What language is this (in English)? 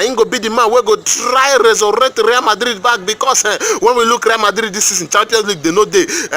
Nigerian Pidgin